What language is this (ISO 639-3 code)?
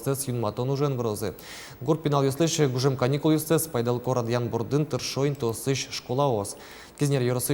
udm